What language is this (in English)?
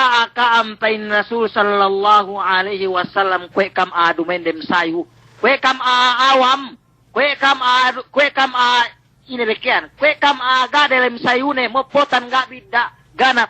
Yakan